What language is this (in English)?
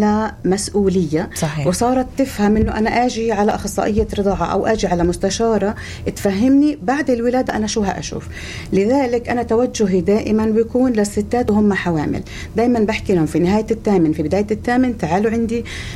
North Levantine Arabic